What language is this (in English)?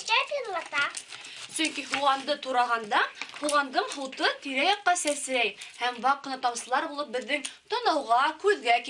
Bashkir